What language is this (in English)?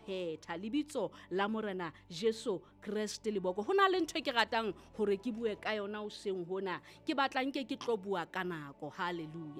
Southern Sotho